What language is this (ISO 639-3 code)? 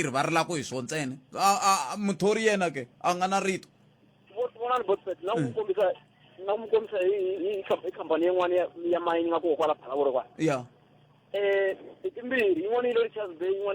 tso